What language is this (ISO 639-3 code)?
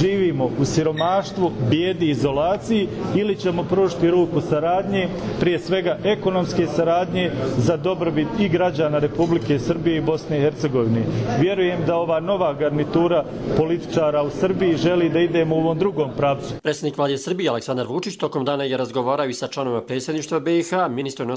bos